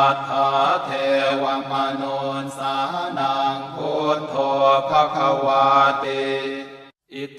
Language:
Pali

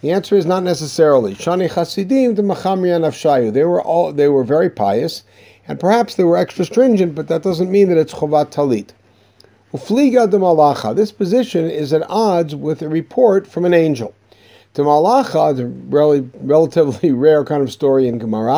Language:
English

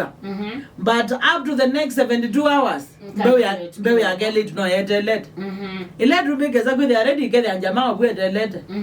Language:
Kamba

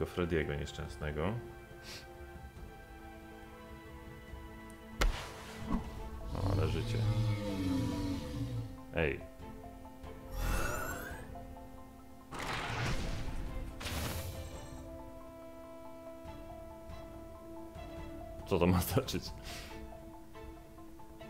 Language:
Polish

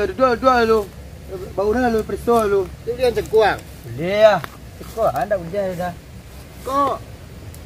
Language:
Minangkabau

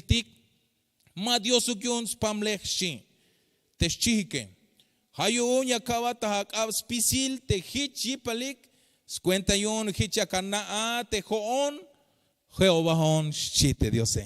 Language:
Tzeltal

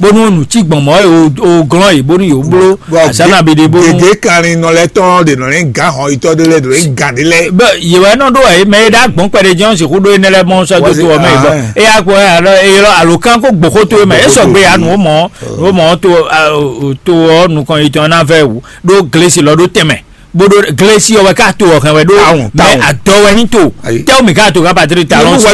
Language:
Fon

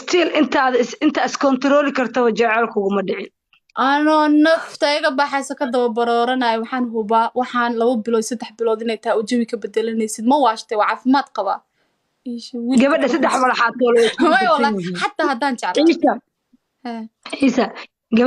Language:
Somali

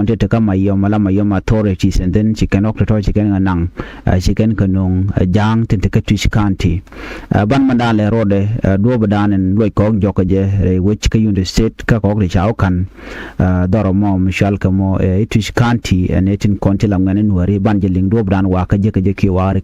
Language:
Nuer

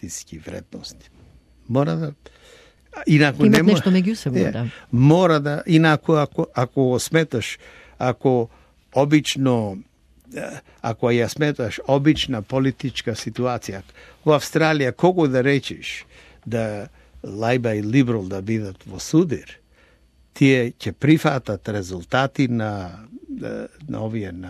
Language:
Macedonian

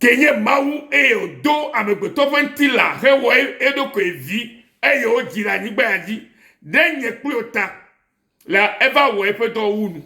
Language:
Ewe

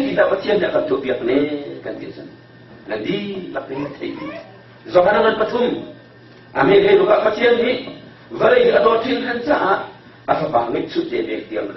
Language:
Hakha Chin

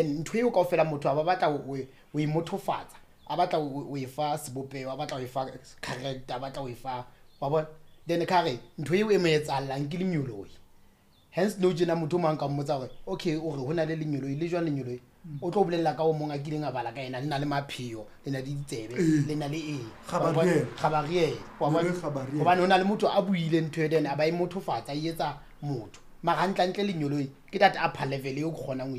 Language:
Southern Sotho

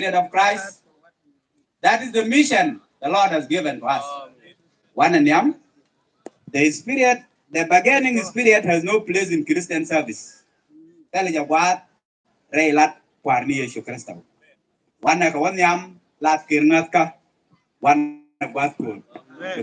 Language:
Nuer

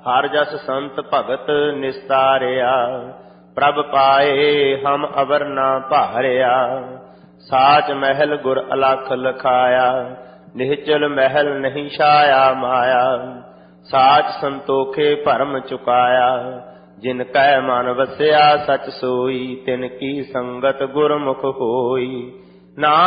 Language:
Punjabi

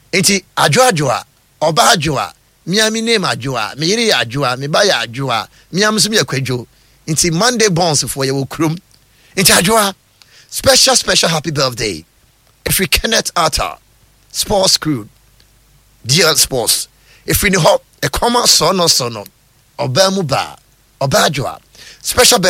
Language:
Akan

